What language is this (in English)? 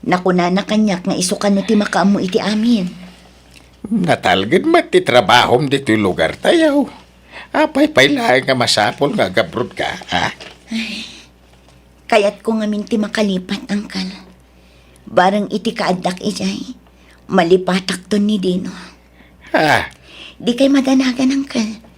Iloko